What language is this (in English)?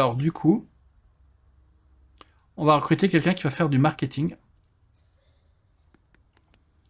French